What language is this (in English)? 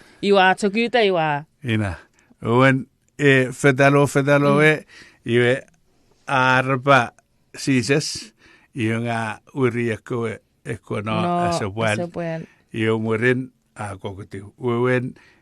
Chuukese